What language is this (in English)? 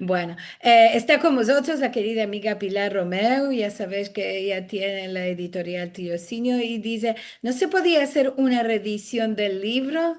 Ladino